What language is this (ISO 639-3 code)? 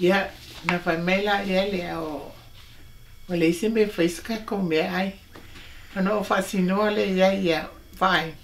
smo